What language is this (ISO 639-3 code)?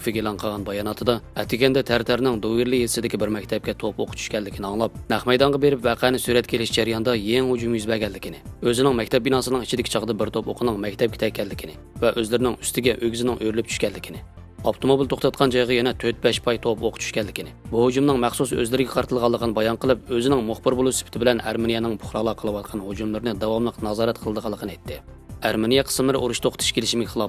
uig